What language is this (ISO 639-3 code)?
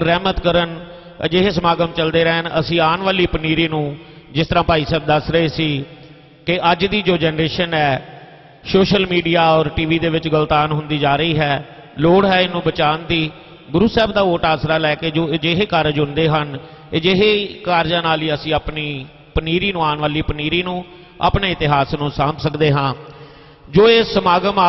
pan